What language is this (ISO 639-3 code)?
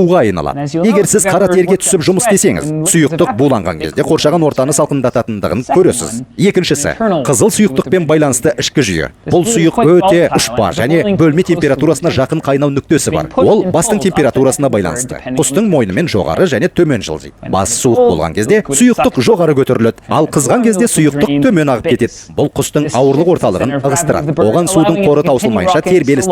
kaz